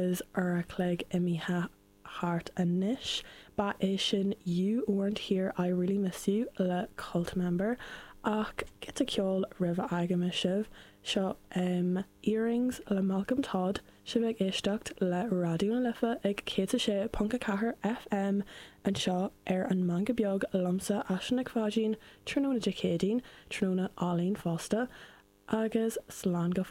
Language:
Irish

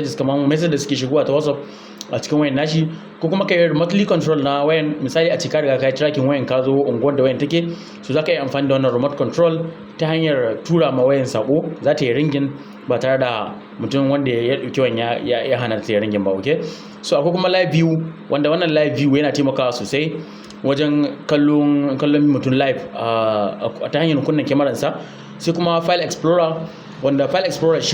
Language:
Hausa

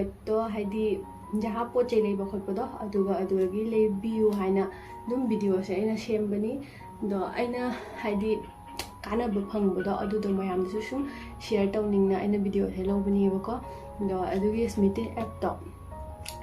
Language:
Manipuri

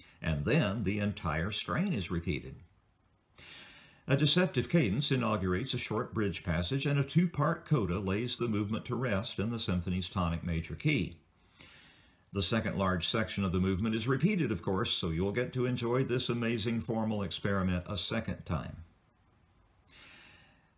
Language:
English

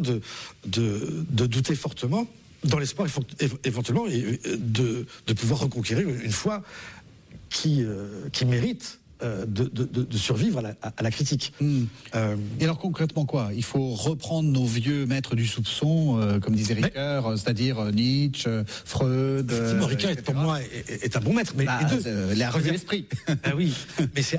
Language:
French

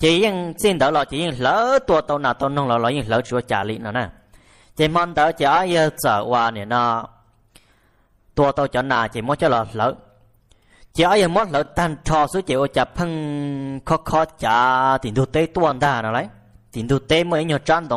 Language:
Vietnamese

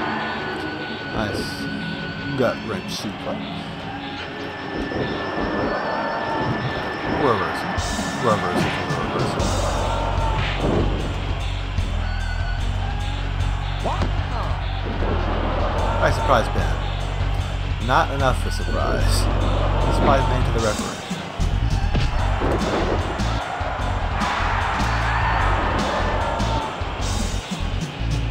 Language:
English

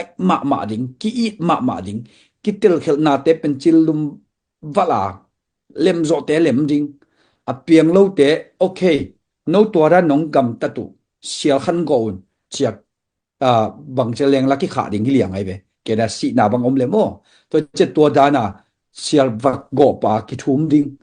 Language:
Tedim Chin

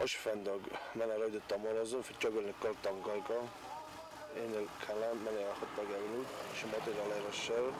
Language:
Ossetic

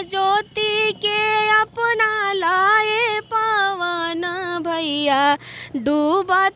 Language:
Bhojpuri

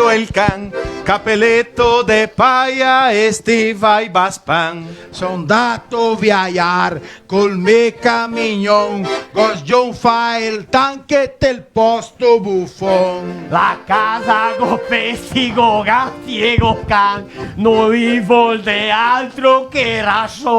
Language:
Venetian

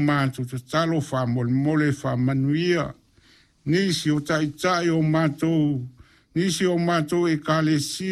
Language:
Samoan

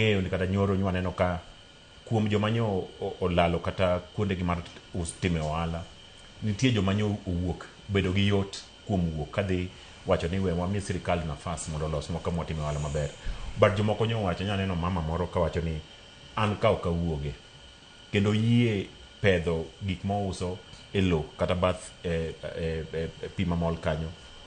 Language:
Luo (Kenya and Tanzania)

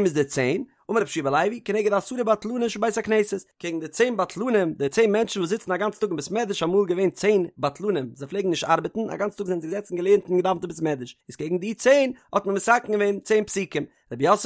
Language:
Yiddish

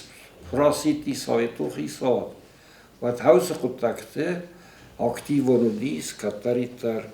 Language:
Ossetic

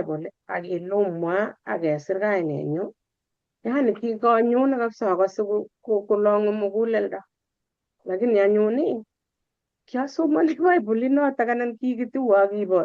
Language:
Kalenjin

